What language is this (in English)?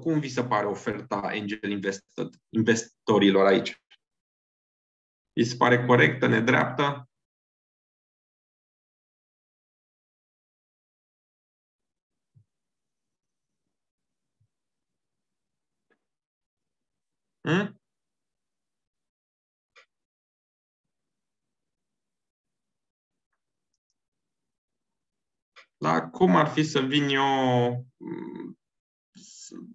Romanian